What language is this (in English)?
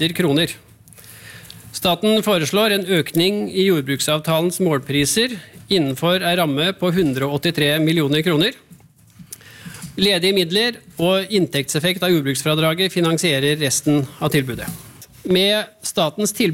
Norwegian